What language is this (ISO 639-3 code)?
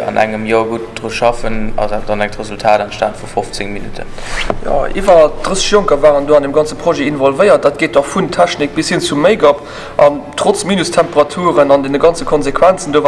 ltz